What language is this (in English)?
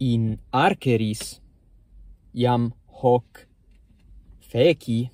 Latin